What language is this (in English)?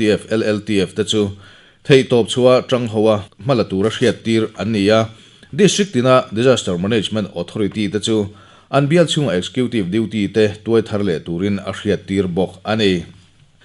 Mizo